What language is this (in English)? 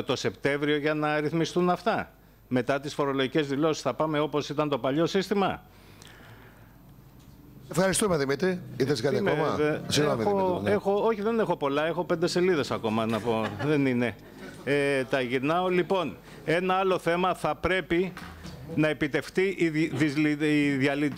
Greek